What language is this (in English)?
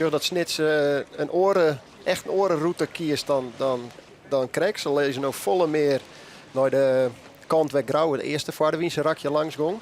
Western Frisian